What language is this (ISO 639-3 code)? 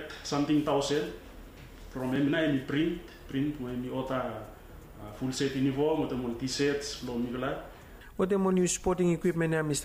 bis